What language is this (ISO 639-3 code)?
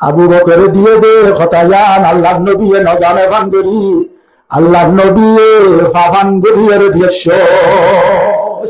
rhg